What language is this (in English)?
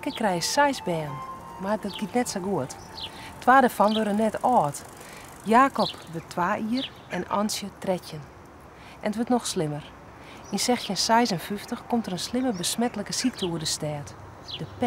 Western Frisian